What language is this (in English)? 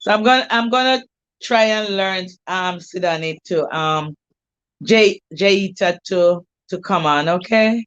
Jamaican Creole English